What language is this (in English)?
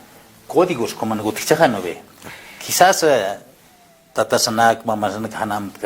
Aymara